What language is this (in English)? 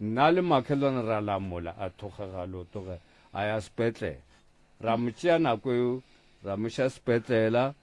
Northern Sotho